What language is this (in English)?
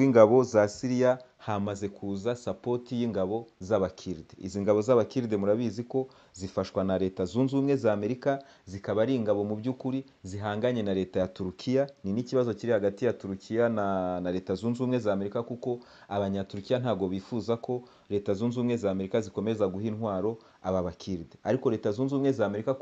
Kinyarwanda